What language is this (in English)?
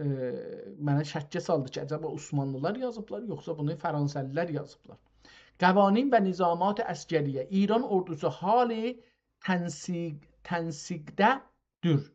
South Azerbaijani